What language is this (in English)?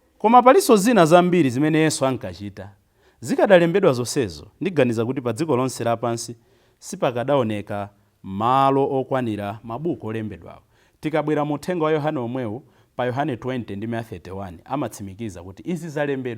Nyanja